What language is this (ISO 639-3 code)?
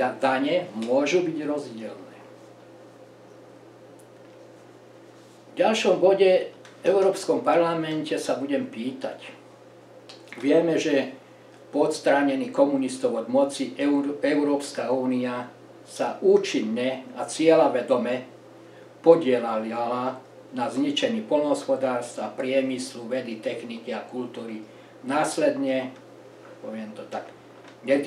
slk